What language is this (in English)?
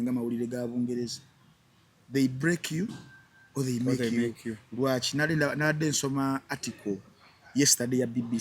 Ganda